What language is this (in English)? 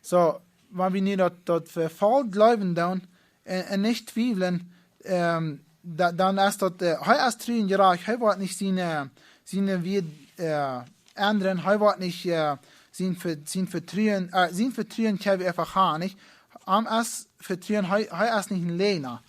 Plautdietsch